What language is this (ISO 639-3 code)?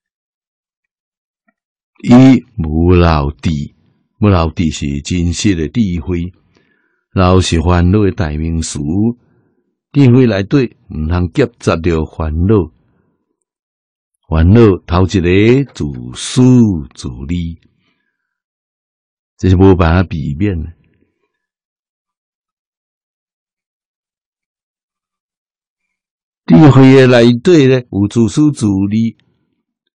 nan